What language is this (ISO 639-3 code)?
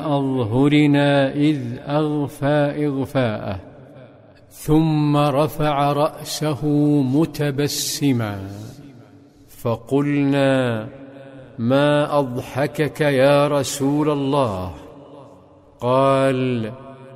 ara